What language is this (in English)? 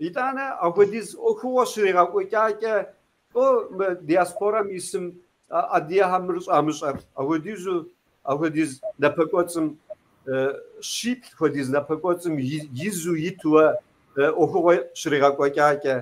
Kabardian